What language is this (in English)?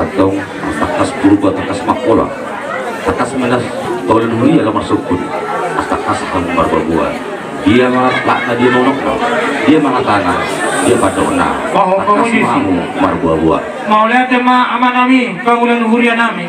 Batak Toba